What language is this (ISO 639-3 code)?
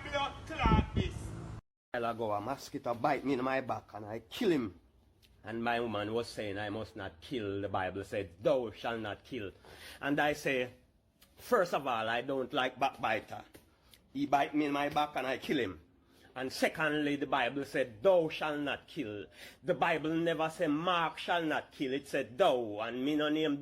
jam